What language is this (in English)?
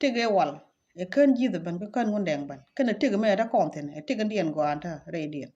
Nuer